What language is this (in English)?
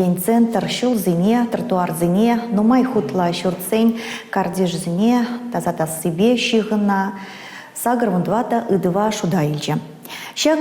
Chuvash